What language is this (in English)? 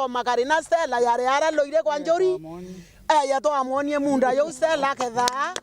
Meru